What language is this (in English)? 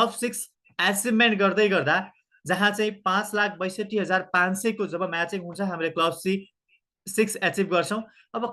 Nepali